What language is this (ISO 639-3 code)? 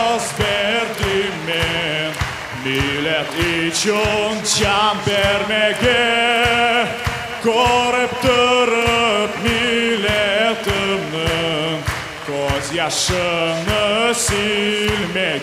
crh